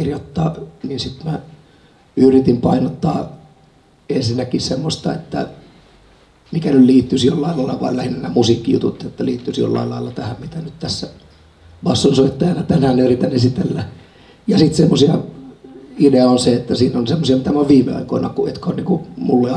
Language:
Finnish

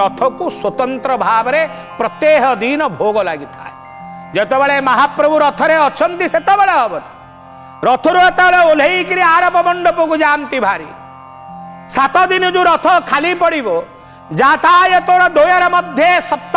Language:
Odia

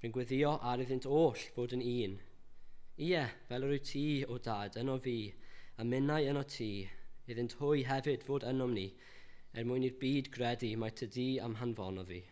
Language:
Welsh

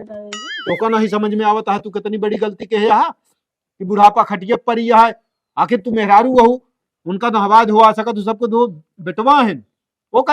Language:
Awadhi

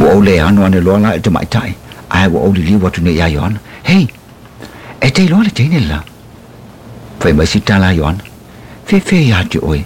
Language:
Samoan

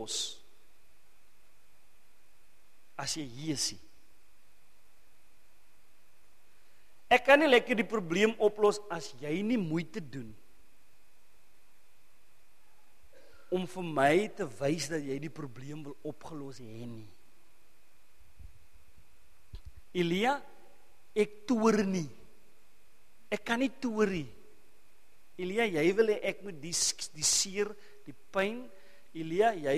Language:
Afrikaans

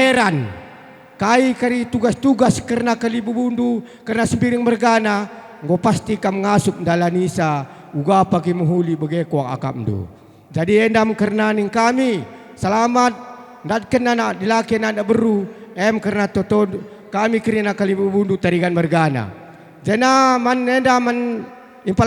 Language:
Batak Karo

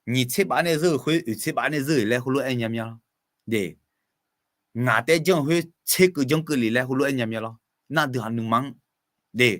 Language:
Akha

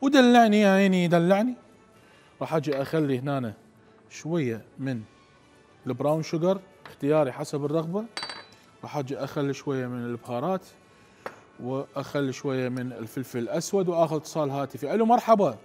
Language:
Mesopotamian Arabic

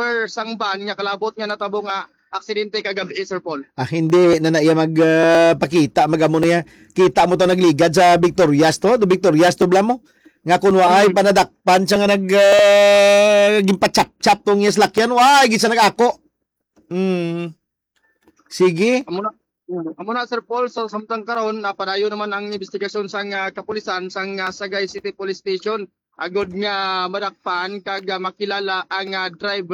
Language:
Hiligaynon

